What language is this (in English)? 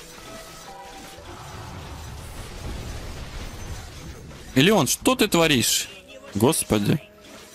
Russian